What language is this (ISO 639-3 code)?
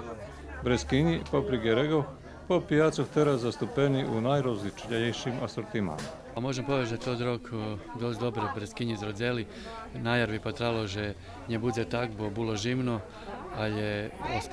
rue